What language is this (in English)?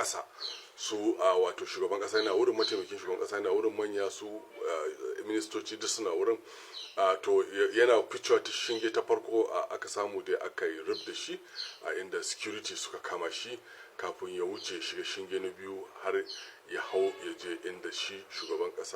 Hausa